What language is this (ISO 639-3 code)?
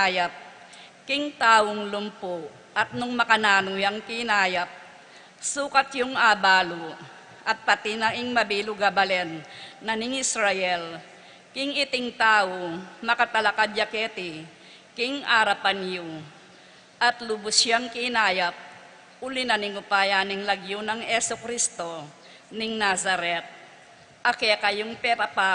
pam